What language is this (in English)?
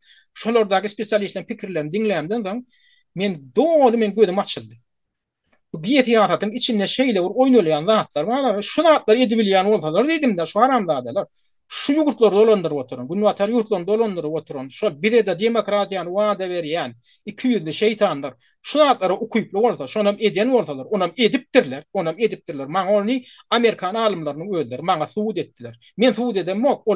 Turkmen